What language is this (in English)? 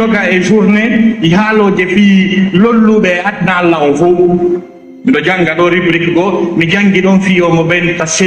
Fula